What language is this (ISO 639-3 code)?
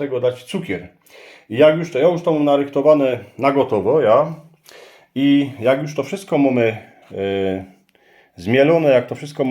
szl